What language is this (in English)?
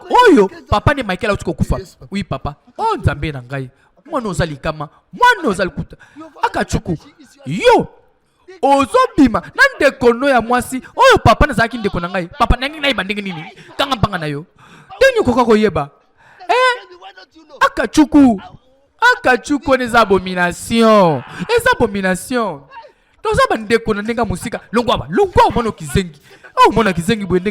Lingala